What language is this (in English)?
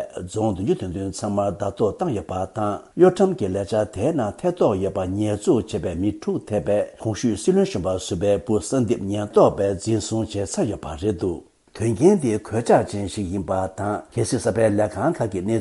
Tibetan